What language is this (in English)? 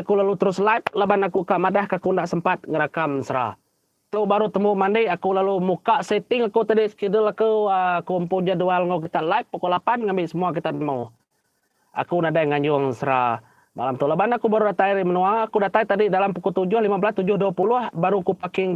Iban